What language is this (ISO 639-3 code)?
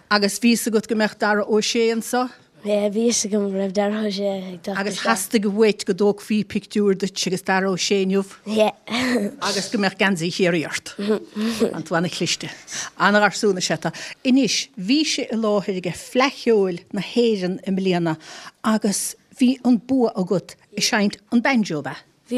gle